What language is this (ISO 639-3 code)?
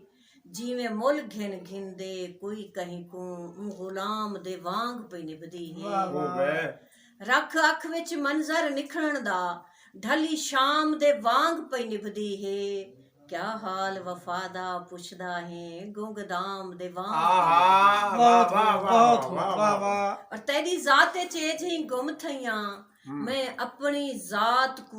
skr